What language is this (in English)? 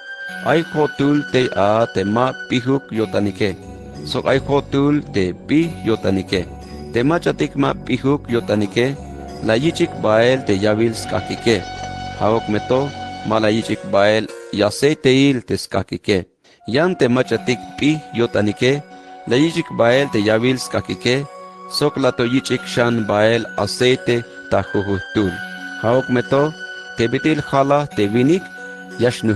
Tzeltal